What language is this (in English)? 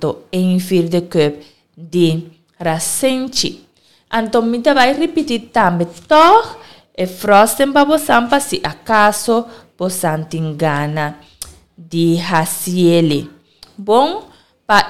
Papiamento